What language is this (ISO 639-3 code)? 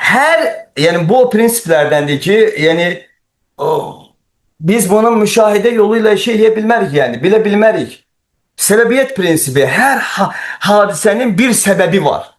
aze